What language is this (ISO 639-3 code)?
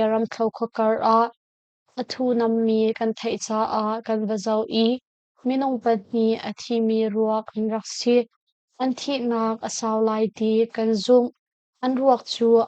cnh